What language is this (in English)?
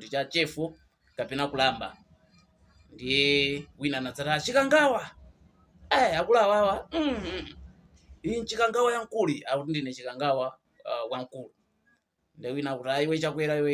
Nyanja